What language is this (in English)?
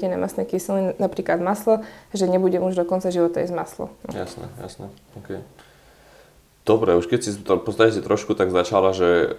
Slovak